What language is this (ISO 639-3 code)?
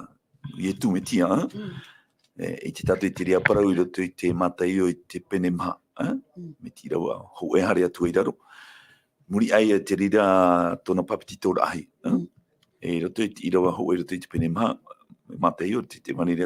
tah